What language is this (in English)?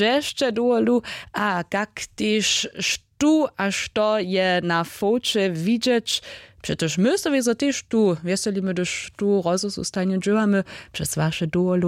Upper Sorbian